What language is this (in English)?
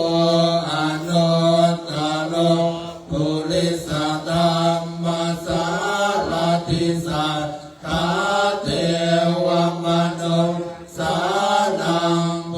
Pali